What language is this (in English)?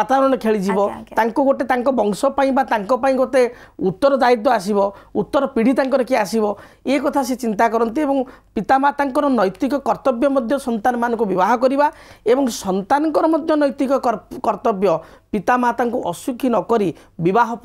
Odia